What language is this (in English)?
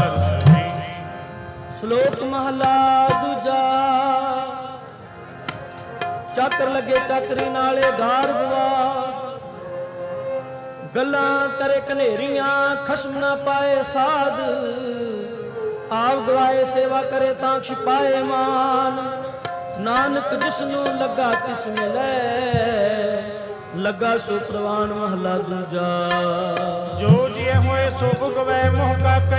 Punjabi